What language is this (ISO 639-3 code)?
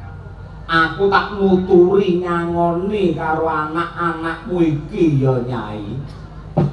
jav